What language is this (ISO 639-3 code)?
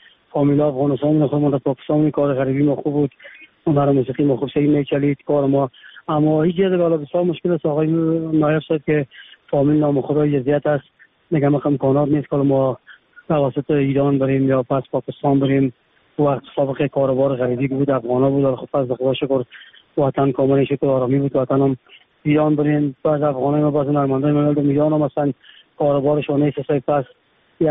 fas